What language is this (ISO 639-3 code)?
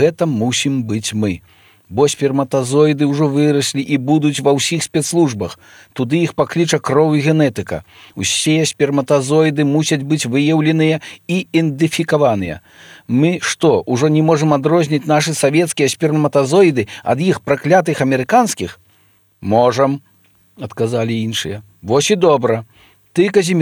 bel